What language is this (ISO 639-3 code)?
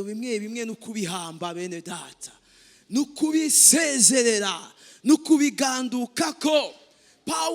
run